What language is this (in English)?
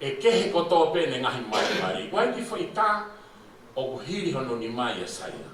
Tongan